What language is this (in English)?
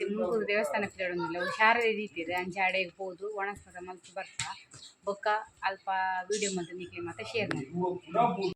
Tulu